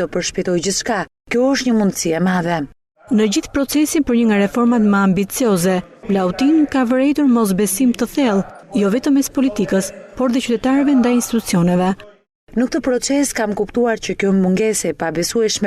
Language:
Albanian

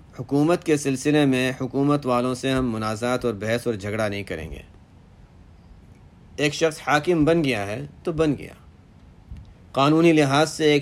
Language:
Urdu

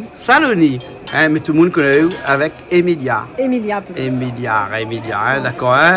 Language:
Réunion Creole French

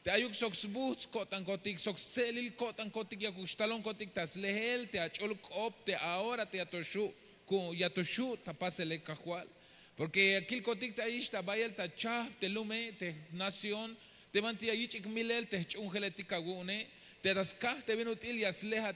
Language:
Tzeltal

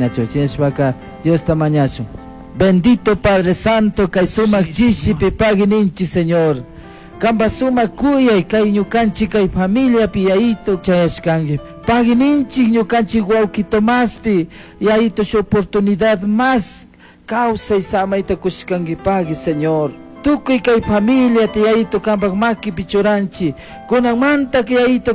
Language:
Chimborazo Highland Quichua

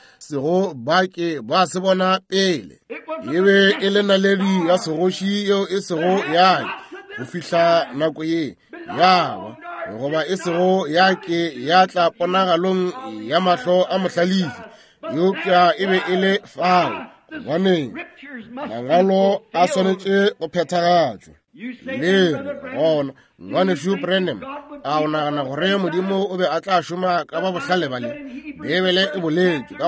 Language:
Northern Sotho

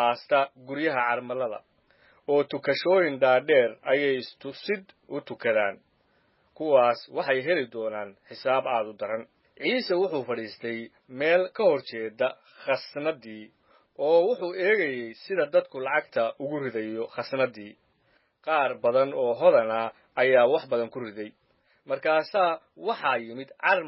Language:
Somali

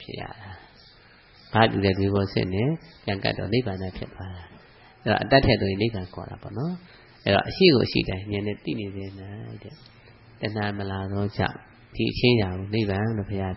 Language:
Burmese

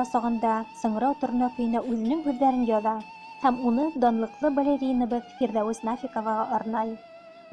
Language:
Bashkir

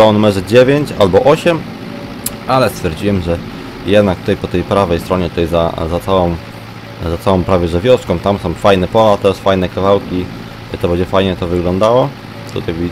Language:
Polish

